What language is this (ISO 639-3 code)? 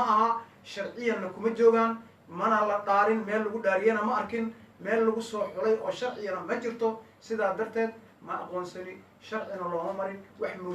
som